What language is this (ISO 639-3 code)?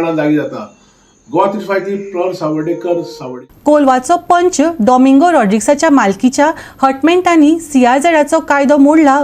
kok